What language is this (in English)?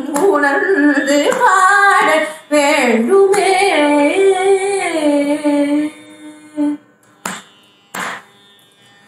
Tamil